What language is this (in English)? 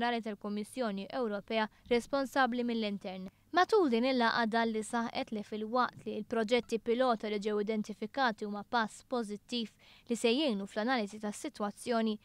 Maltese